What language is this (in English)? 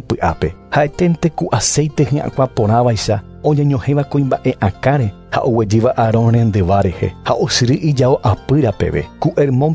Guarani